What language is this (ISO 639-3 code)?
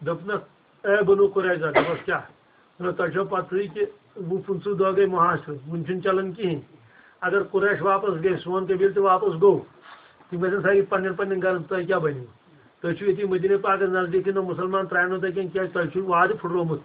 kas